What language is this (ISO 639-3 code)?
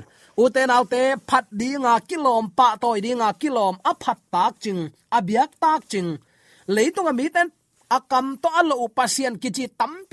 ctd